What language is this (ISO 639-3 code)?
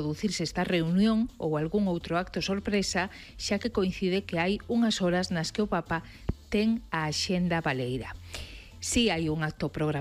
glg